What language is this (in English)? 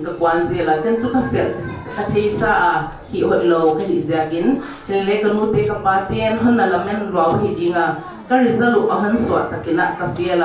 Paite Chin